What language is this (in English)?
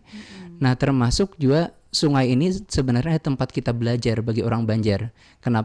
Banjar